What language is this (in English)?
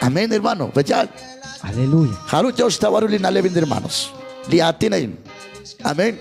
Kekchí